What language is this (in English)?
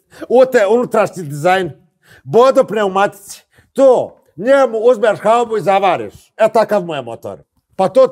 Serbian